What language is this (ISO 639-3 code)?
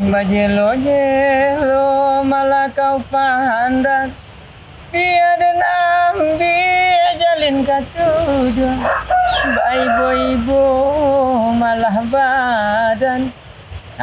min